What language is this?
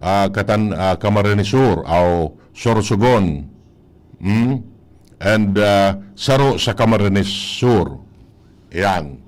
Bikol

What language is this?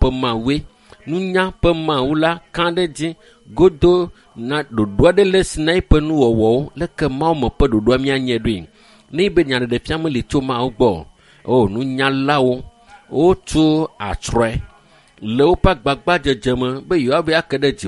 Ewe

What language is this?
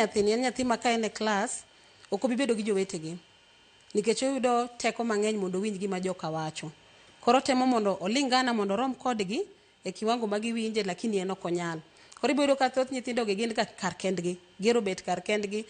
Luo (Kenya and Tanzania)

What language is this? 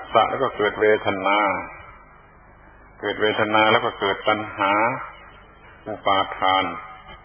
Thai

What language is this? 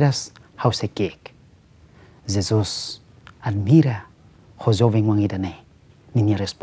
Tetum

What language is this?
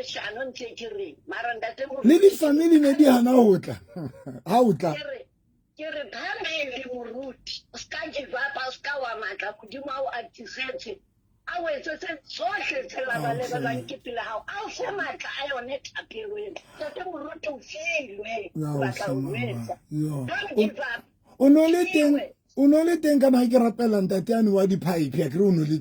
Southern Sotho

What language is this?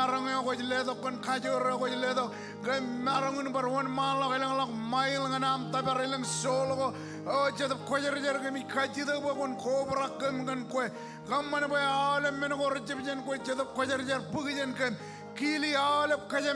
Marshallese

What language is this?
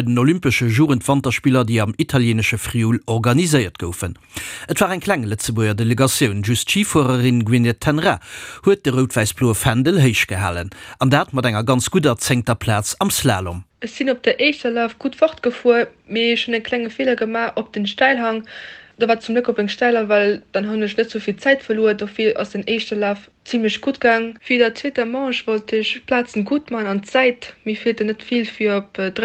Luxembourgish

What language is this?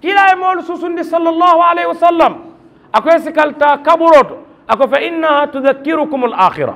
Mandingo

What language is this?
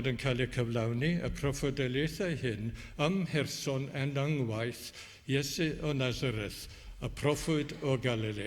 Welsh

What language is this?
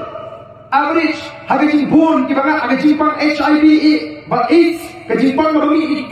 Khasi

